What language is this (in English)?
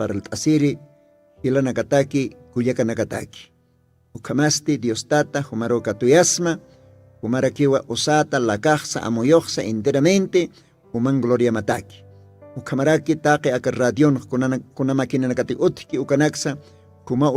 Aymara